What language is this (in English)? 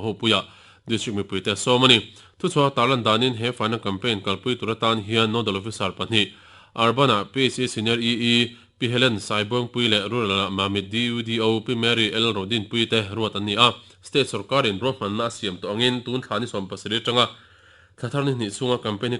Mizo